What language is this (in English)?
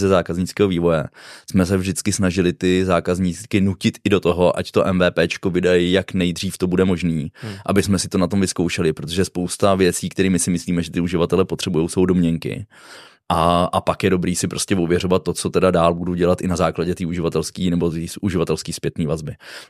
Czech